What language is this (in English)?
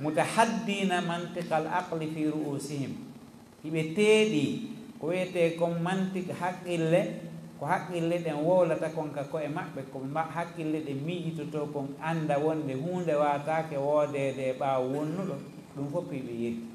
Fula